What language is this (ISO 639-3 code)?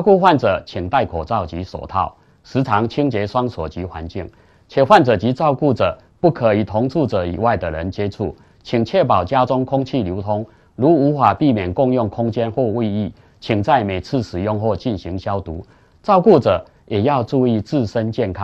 zho